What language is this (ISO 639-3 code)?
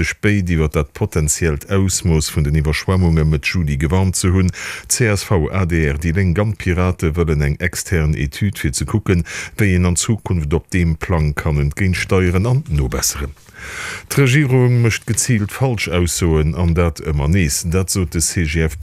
ltz